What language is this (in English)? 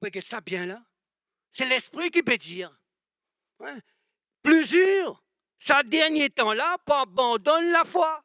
Morisyen